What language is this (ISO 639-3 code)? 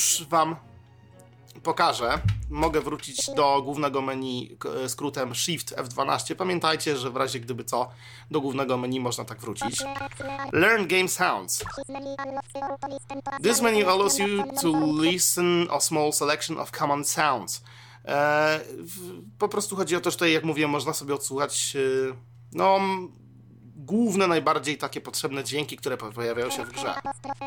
pol